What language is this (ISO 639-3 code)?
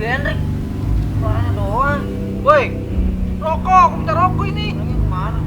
bew